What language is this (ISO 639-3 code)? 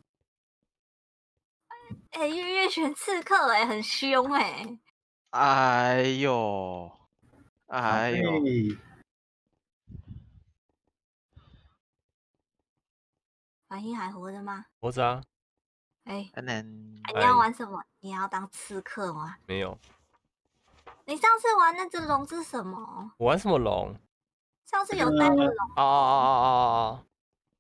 zho